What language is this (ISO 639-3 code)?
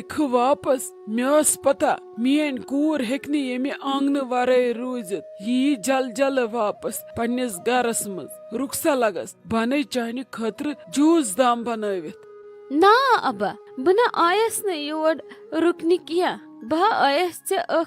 kas